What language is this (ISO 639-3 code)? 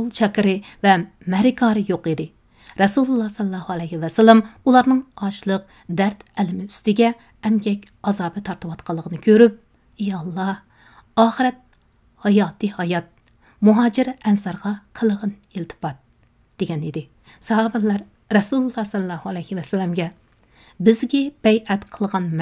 uig